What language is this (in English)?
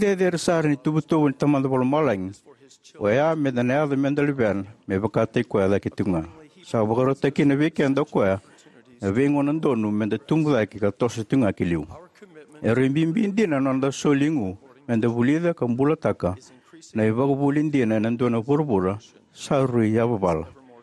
Fijian